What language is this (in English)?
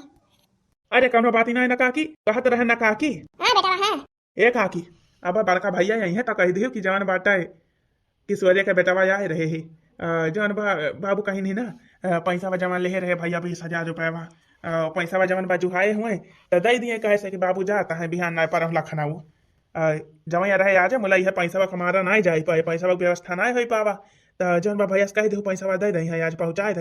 Awadhi